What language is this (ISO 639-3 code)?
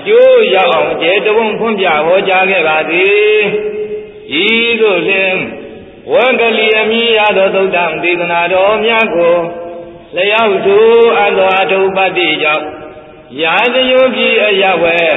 mya